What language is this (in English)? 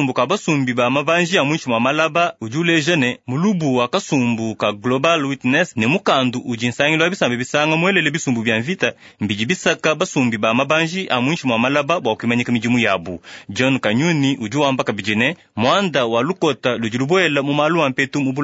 Luba-Lulua